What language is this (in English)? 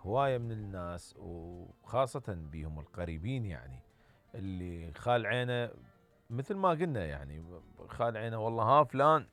Mesopotamian Arabic